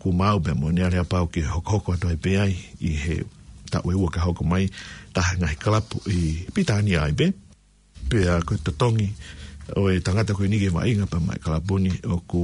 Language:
Tongan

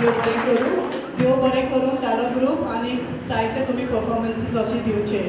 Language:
Konkani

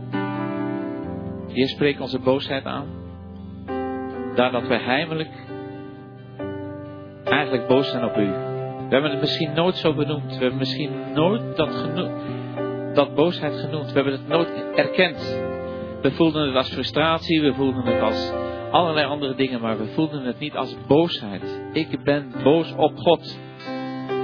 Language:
Dutch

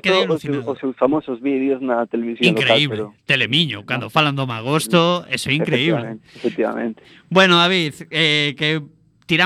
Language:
Galician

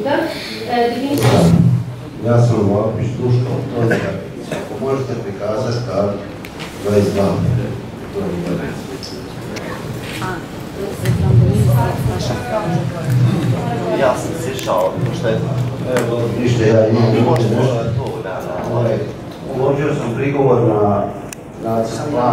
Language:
Croatian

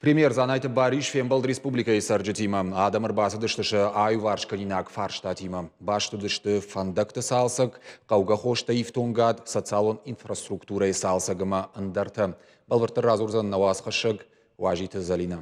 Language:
Ossetic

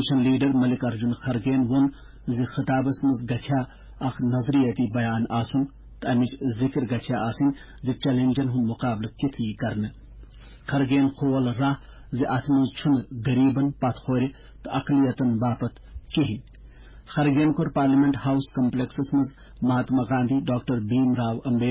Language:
Kashmiri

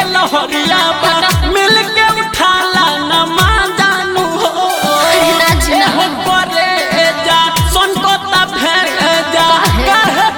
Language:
Bhojpuri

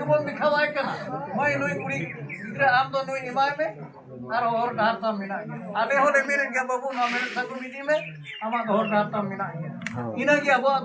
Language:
Santali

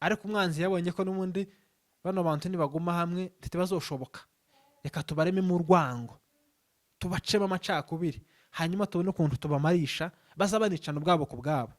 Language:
Rundi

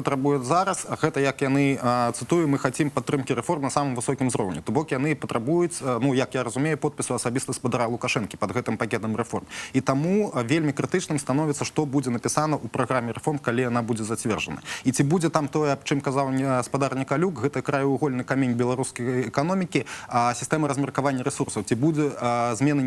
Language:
Belarusian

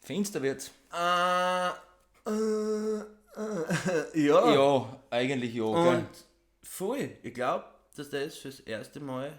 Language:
Bavarian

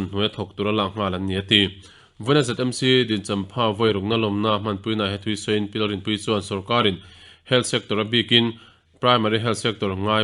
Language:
Mizo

